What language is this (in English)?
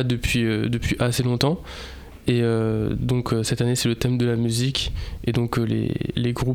French